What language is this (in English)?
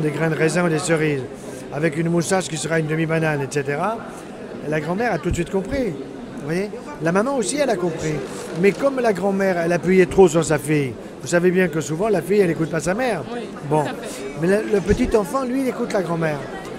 French